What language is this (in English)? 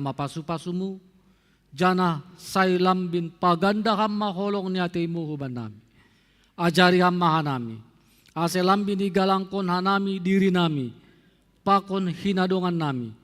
Batak Simalungun